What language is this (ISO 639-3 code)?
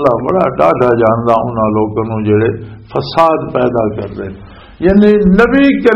lah